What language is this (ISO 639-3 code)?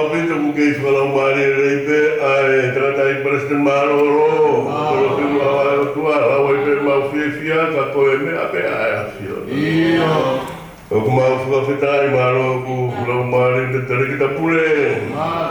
ton